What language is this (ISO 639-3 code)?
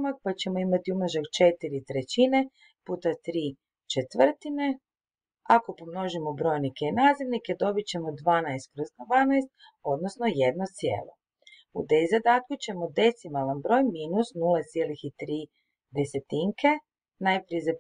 hrv